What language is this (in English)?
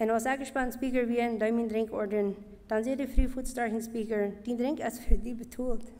Plautdietsch